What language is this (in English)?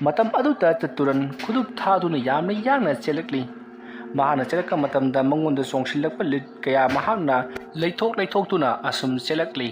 Manipuri